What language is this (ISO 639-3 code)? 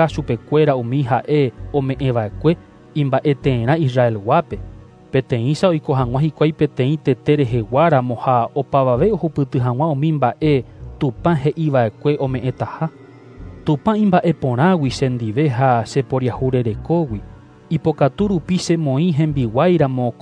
grn